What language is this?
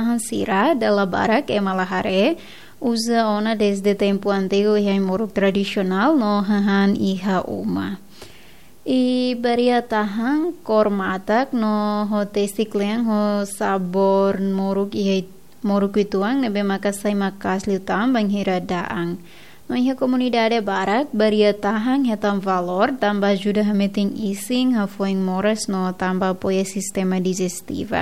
Tetum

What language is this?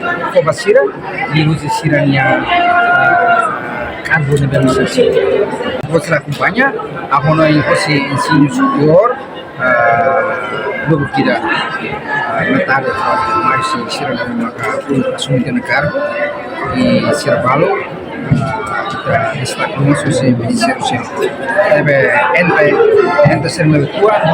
Tetum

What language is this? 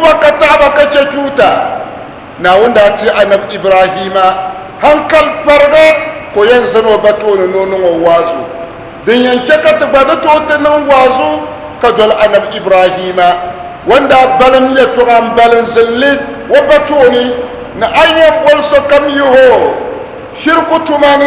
Dagbani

